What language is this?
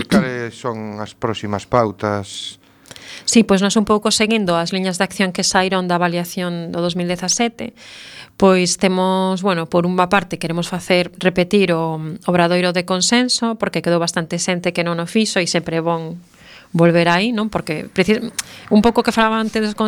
Galician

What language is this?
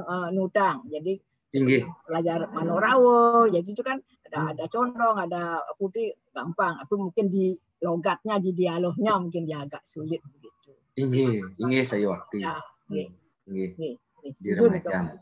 Indonesian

